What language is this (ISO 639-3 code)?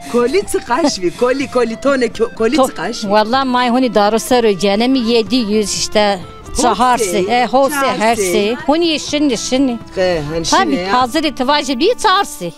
zza